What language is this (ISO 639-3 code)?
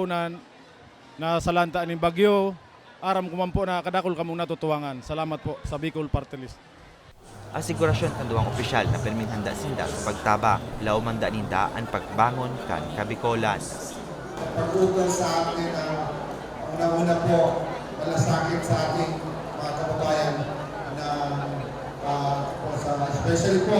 bik